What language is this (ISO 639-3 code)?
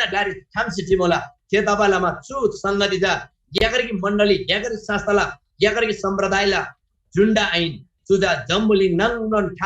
taj